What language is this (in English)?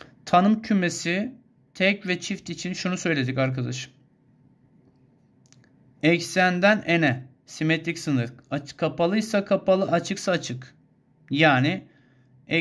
Turkish